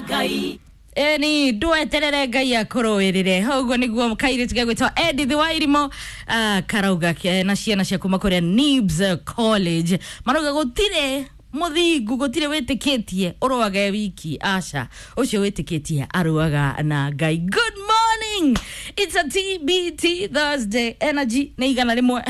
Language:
Kikuyu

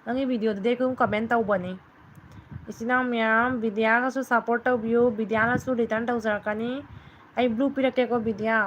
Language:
Manipuri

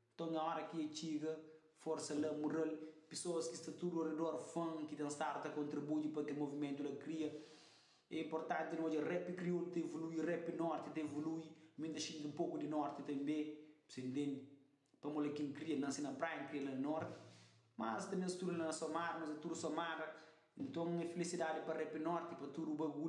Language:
Kabuverdianu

